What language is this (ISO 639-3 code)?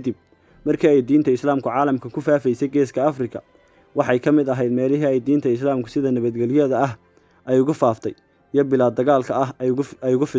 som